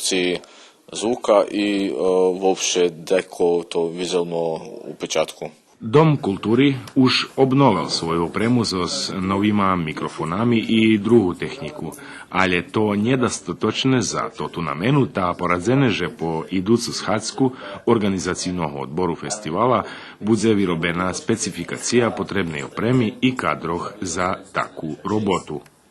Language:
Rusyn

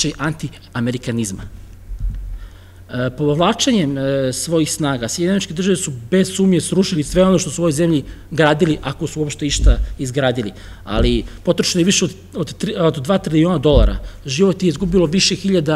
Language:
Serbian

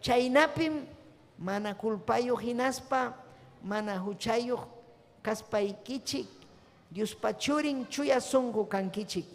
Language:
Ayacucho Quechua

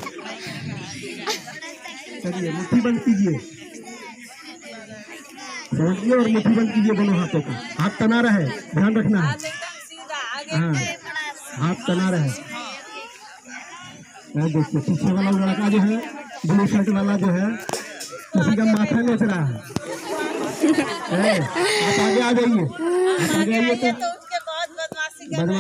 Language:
Hindi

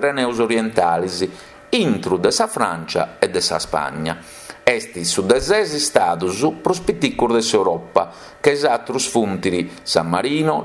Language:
Sardinian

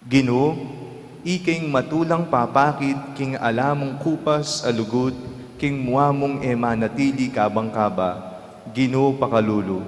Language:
Pampanga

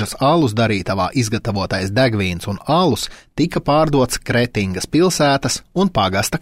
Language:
Latvian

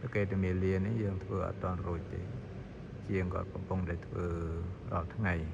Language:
Khmer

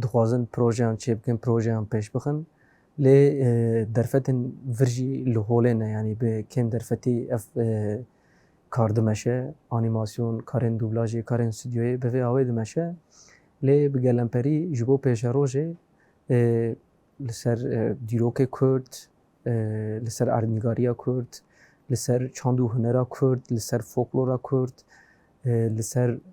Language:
Kurdish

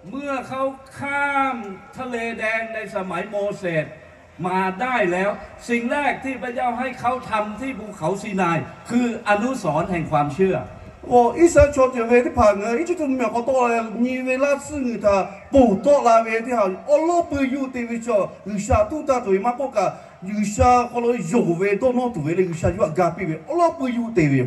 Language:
Lahu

